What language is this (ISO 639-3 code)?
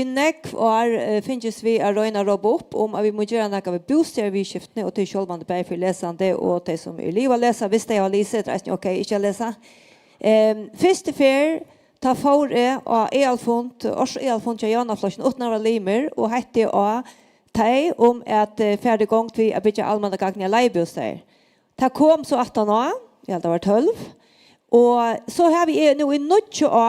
fao